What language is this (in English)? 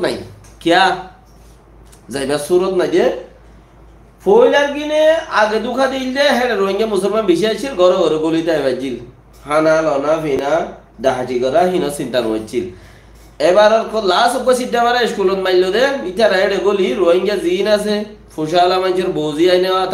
Rohingya